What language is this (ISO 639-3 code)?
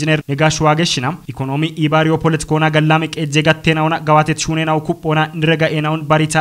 kbr